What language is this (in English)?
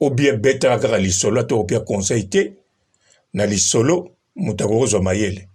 Lingala